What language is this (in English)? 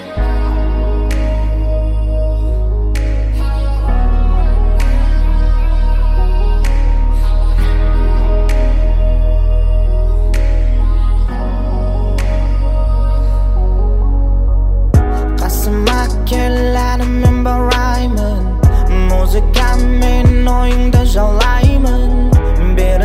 Kazakh